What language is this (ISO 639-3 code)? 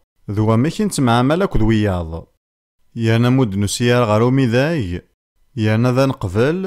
kab